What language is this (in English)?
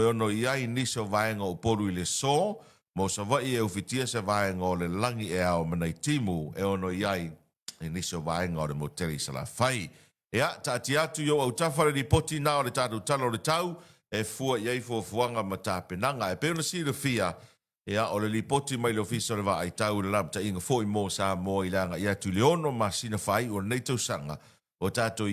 Samoan